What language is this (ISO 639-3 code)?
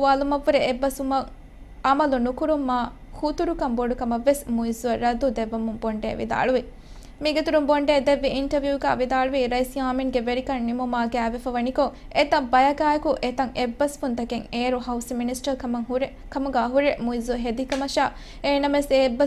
div